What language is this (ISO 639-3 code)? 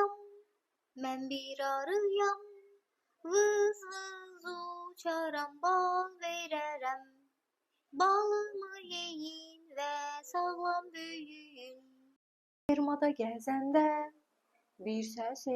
aze